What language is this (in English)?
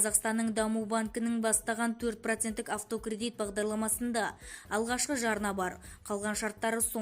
Kazakh